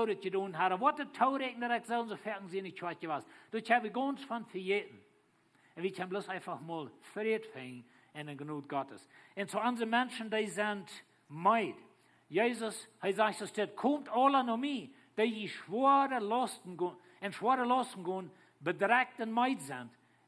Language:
Plautdietsch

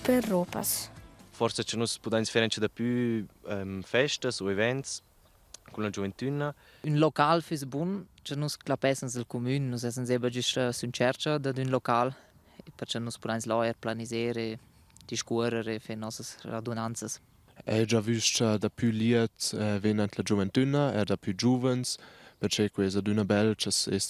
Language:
Romansh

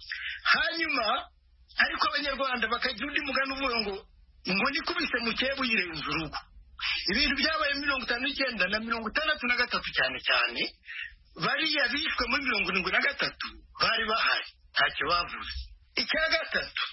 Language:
Kinyarwanda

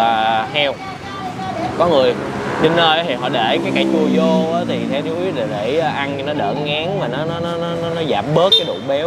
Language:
Vietnamese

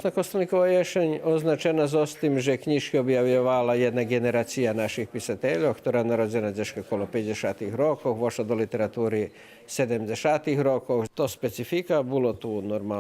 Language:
Rusyn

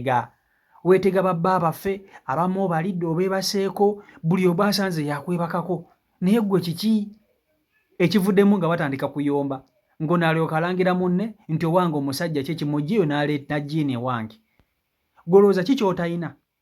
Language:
Ganda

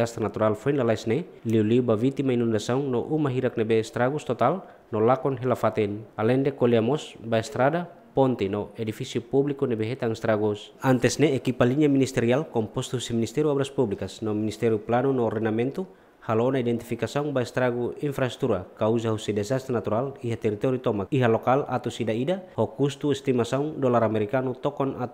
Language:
Tetum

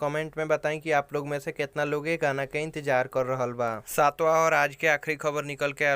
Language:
Bhojpuri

